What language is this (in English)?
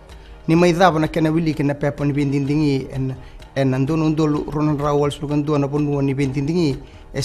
Fijian